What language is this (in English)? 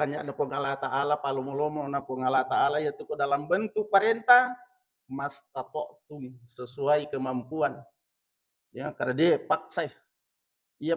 Buginese